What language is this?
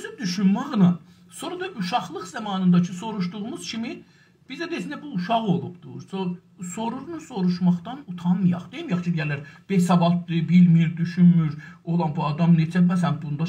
South Azerbaijani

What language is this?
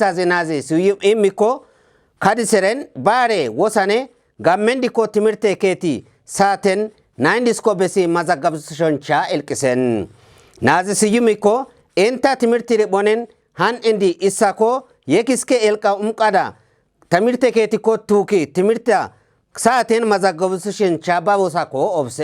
Kafa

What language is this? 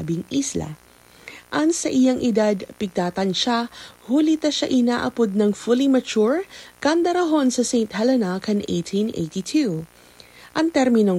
Bikol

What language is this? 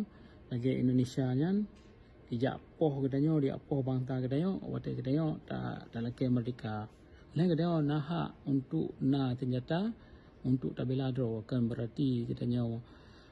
Achinese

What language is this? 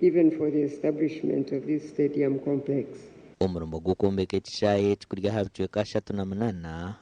Nyankole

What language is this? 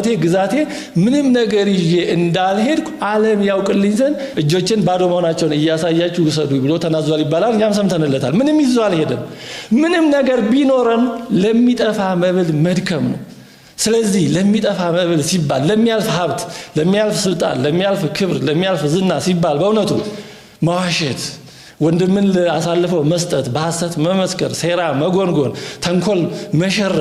Amharic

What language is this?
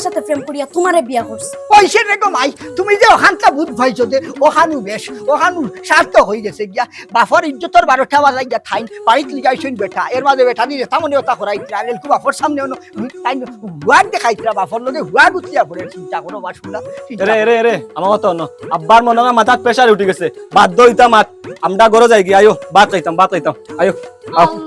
Sylheti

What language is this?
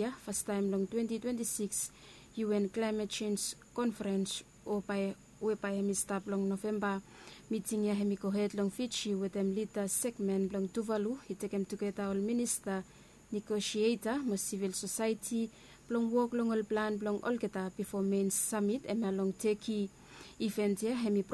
Bislama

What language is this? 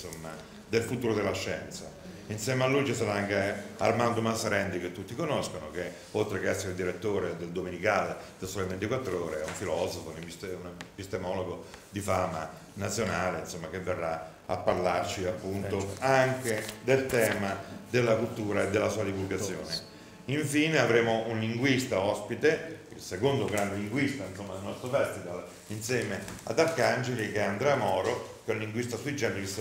Italian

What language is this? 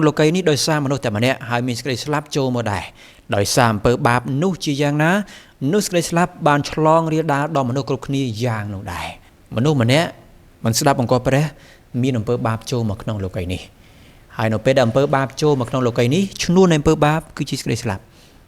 Khmer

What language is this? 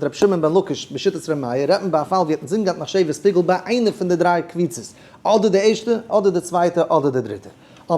Yiddish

